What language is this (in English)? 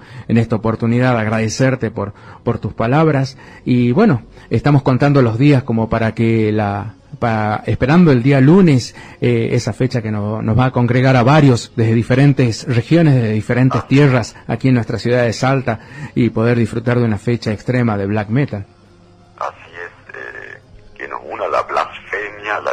Spanish